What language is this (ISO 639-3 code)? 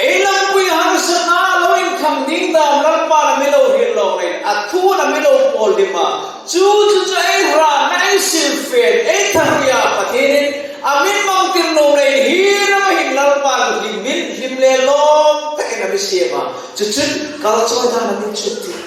hmr